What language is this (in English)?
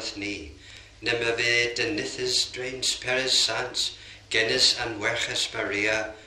Cornish